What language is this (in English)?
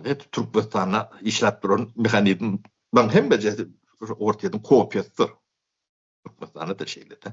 Turkmen